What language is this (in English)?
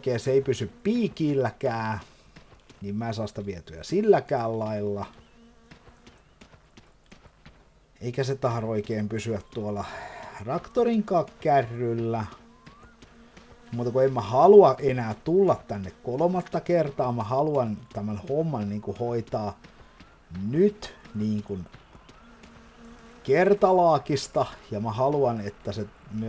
Finnish